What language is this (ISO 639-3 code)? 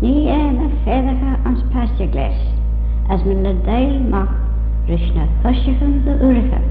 glv